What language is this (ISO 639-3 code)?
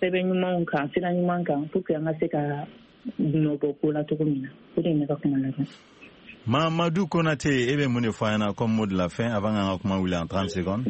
bam